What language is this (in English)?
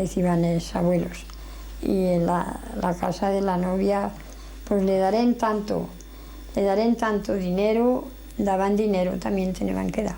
Aragonese